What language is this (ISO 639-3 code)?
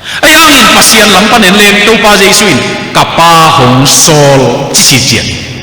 ctd